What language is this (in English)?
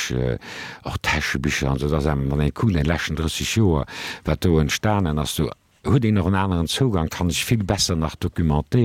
Luxembourgish